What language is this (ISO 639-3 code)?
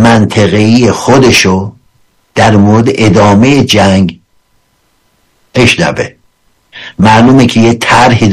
fas